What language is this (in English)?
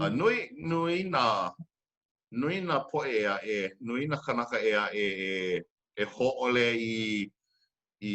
Hawaiian